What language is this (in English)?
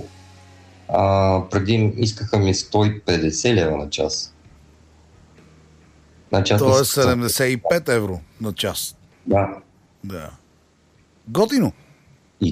Bulgarian